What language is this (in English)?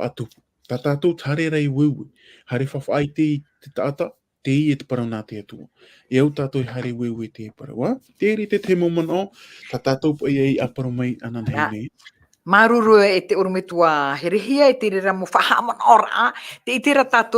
Tahitian